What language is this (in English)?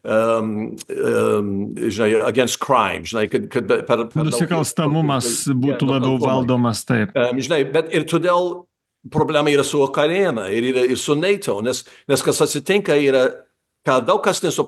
Lithuanian